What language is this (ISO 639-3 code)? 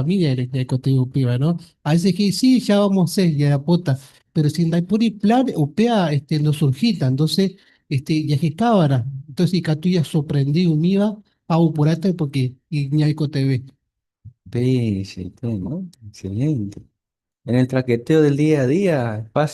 grn